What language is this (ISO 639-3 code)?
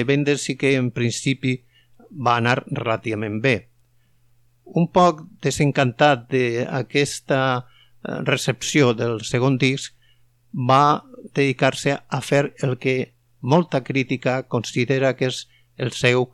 cat